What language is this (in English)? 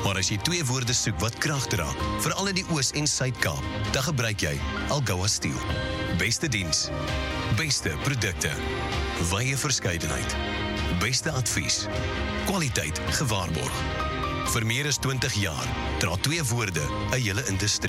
Afrikaans